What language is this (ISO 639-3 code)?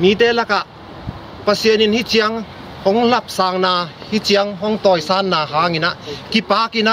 ctd